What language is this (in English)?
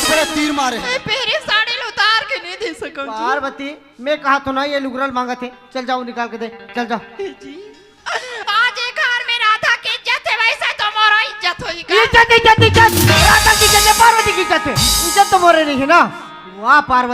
Chhattisgarhi